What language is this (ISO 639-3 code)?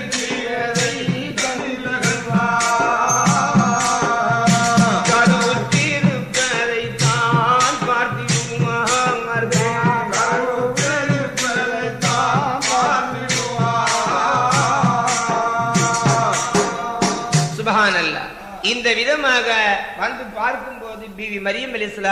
tam